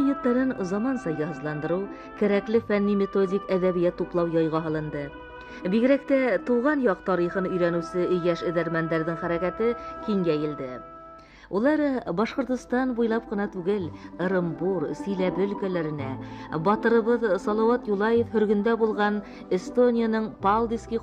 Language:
Bashkir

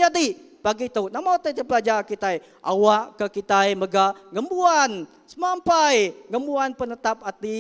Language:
Iban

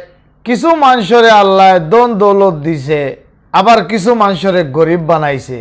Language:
Sylheti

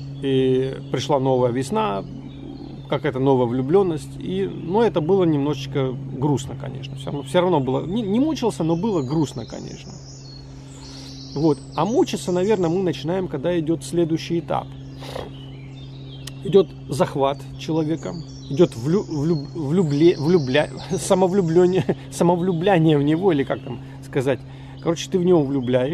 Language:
Russian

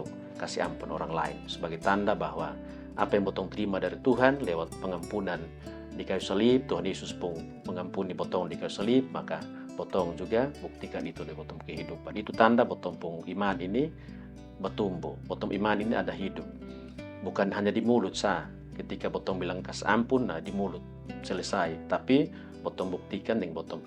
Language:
Kupang Malay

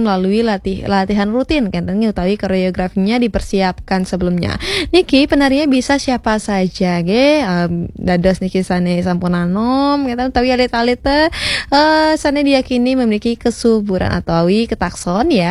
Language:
Balinese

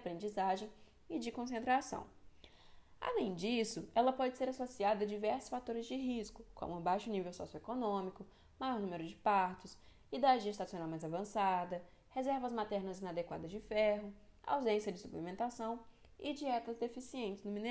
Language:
Portuguese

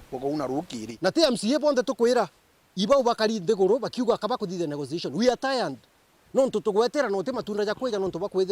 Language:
Meru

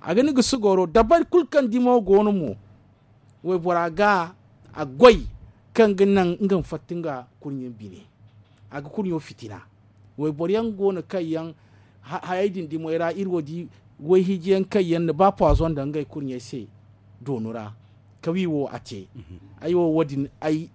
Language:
Zarma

